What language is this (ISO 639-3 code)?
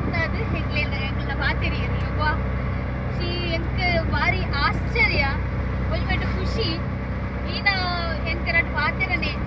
tcy